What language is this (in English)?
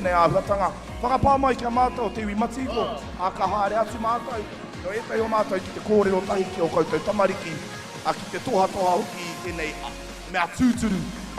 Māori